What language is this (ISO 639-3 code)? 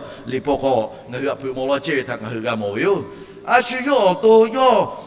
lhu